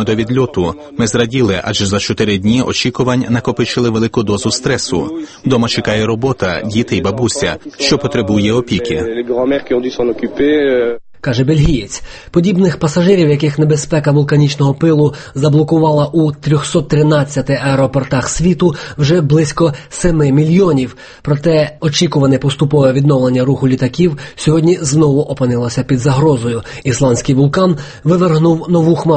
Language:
Ukrainian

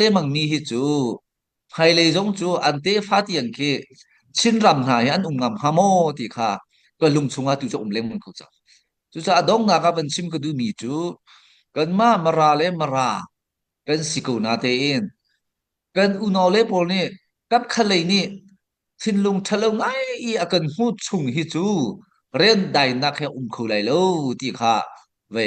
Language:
Hakha Chin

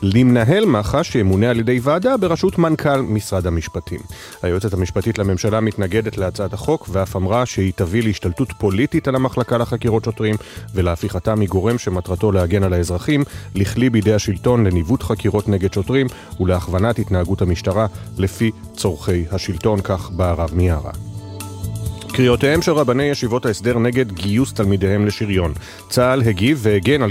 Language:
Hebrew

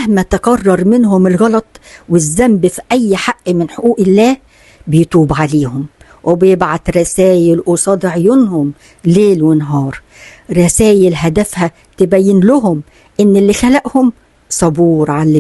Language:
Egyptian Arabic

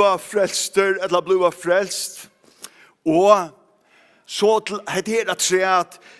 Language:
Faroese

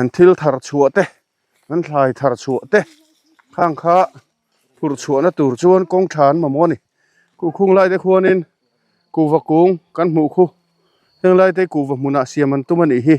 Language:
Mizo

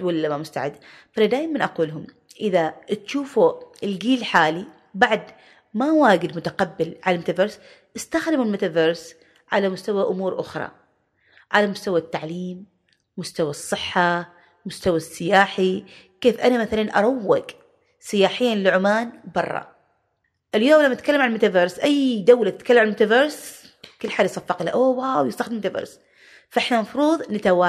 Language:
Gulf Arabic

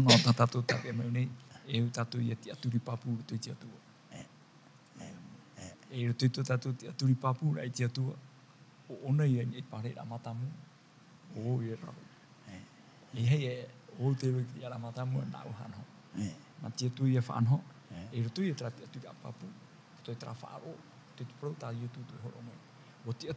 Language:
Tahitian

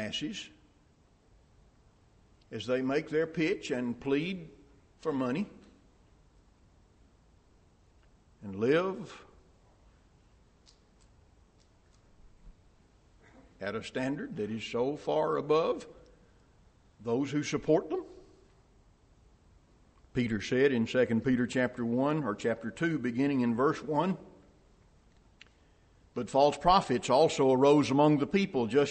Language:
English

